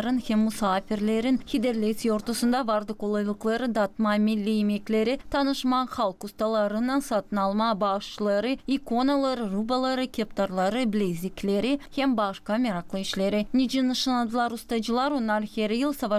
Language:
Gagauz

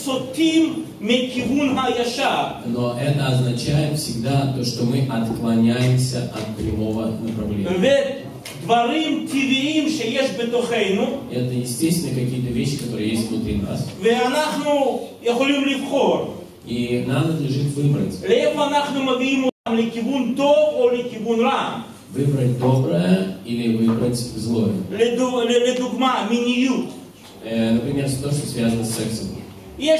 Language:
Russian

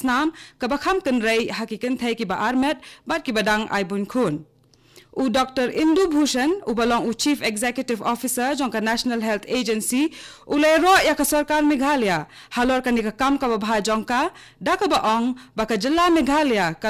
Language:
Khasi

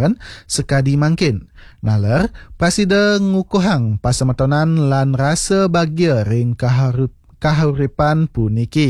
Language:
Balinese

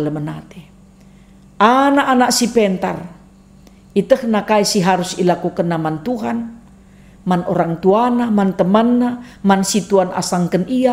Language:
Batak Karo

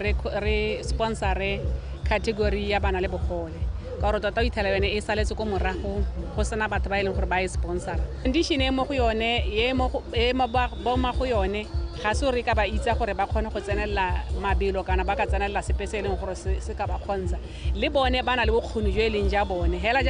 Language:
Tswana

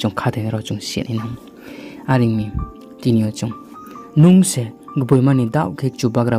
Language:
Riang (India)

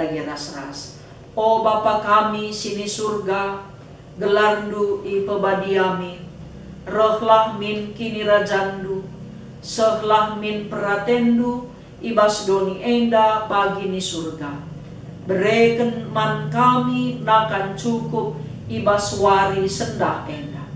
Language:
Batak Karo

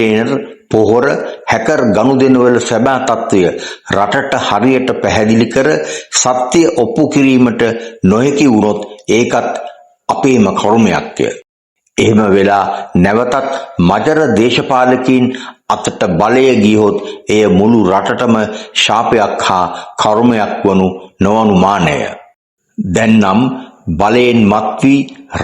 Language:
Sinhala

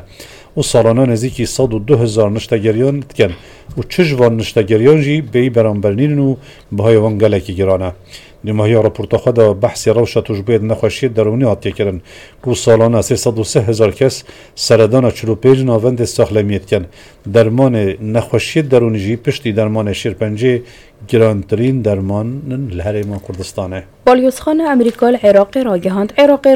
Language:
Kurdish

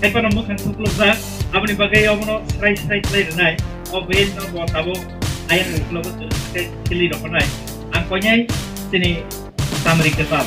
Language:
Kok Borok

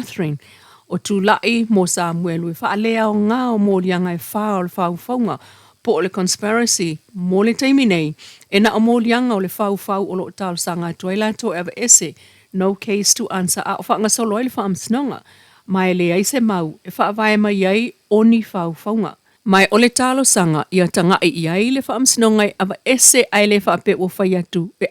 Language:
Samoan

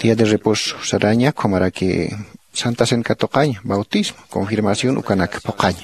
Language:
Aymara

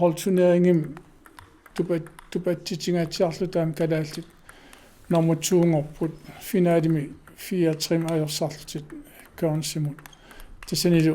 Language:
Kalaallisut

